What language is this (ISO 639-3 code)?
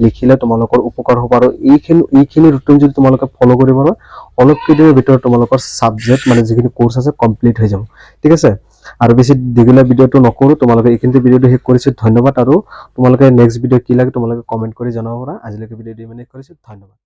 asm